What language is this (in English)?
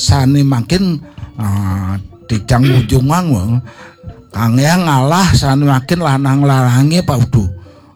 Balinese